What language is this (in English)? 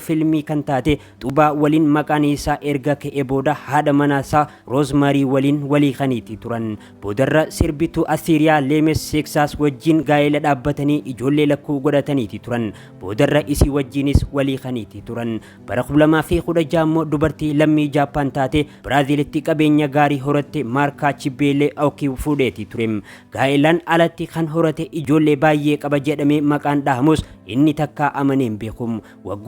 Oromo